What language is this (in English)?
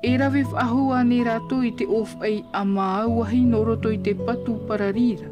Tahitian